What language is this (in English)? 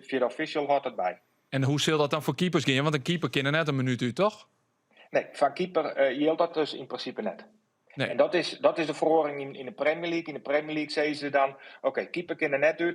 Western Frisian